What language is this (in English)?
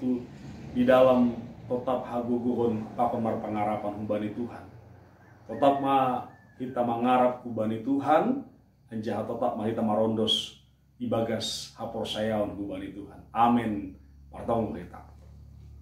Batak Simalungun